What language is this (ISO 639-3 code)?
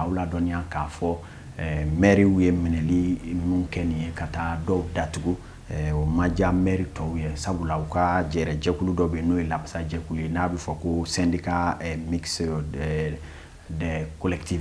bam